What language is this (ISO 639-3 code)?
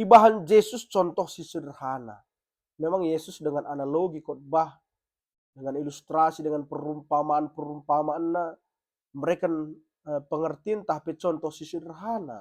btx